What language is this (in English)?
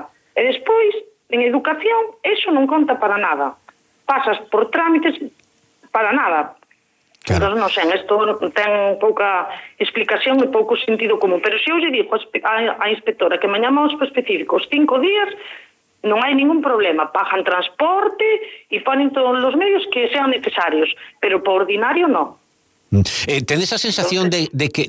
Galician